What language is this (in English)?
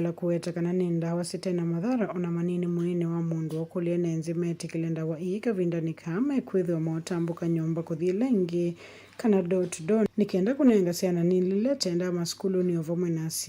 Kamba